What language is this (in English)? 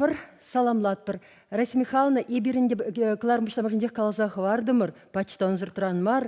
Chuvash